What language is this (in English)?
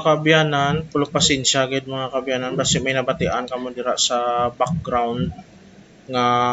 Hiligaynon